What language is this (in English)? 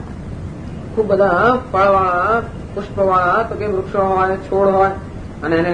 Gujarati